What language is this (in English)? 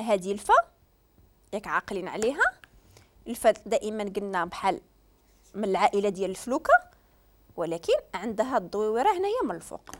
Moroccan Arabic